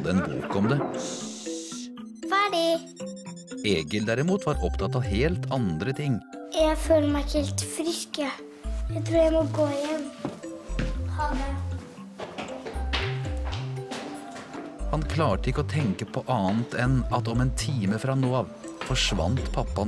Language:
Norwegian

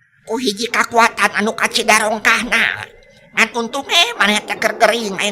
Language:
Sundanese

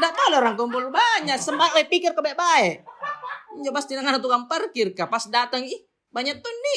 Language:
Makassar Malay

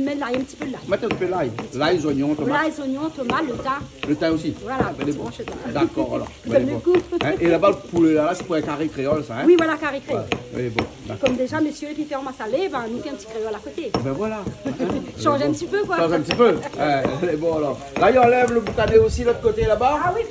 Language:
Réunion Creole French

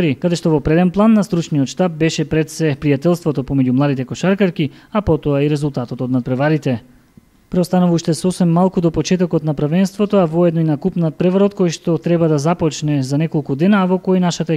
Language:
Macedonian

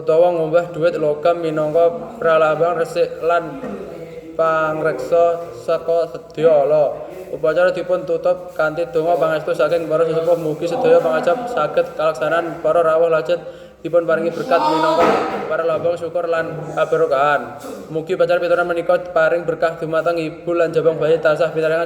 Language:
Javanese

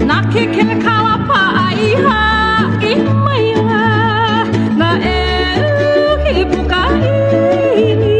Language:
Hawaiian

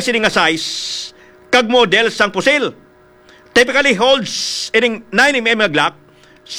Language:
Hiligaynon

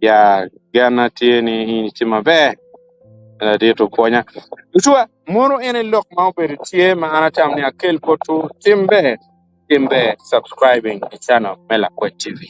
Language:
Acoli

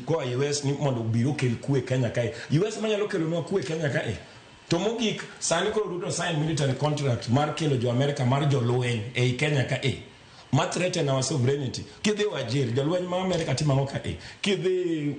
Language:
Luo (Kenya and Tanzania)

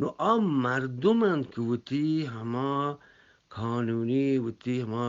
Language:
Eastern Balochi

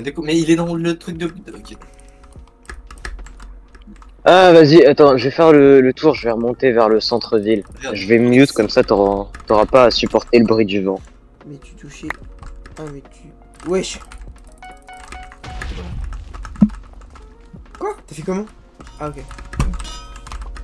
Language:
French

